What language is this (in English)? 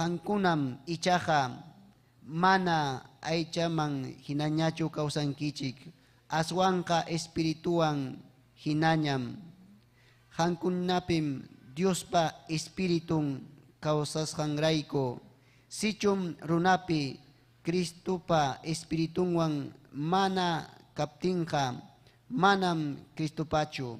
Ayacucho Quechua